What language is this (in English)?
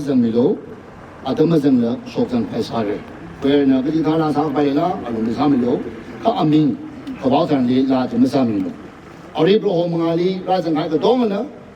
Tangkhul Naga (India)